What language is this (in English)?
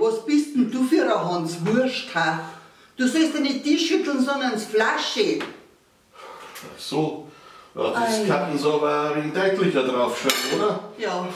Bavarian